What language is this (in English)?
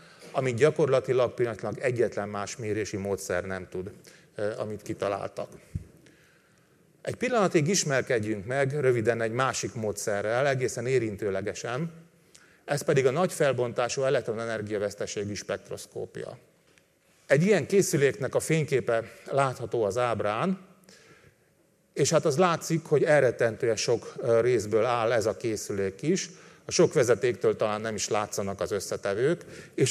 Hungarian